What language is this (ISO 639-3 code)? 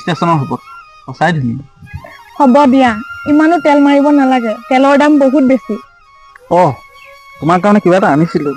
asm